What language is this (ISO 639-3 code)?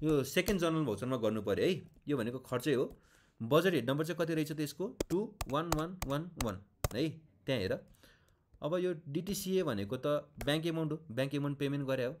nep